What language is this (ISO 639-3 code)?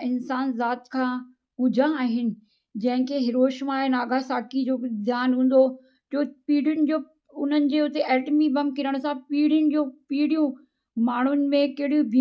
snd